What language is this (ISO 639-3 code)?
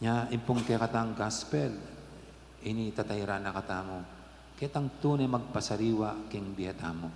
pam